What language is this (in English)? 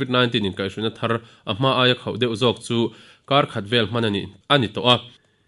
Mizo